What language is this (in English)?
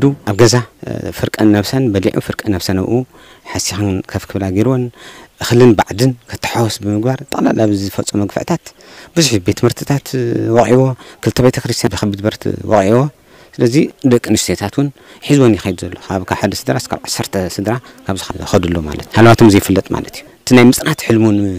Tigrinya